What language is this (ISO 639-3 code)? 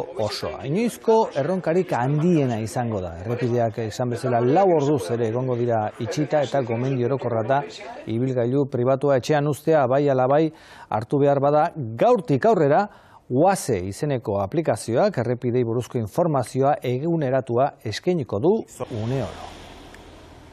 eus